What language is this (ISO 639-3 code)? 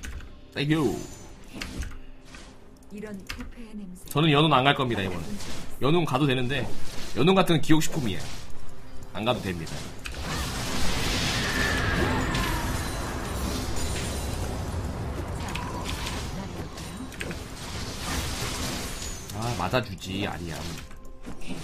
kor